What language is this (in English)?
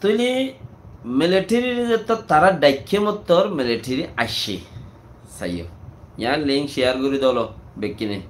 Rohingya